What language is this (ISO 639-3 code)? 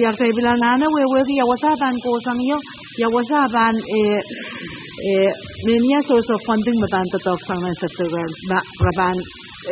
pon